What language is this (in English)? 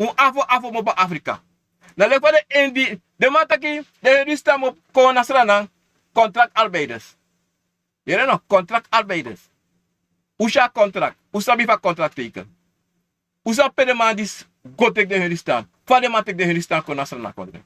Sranan Tongo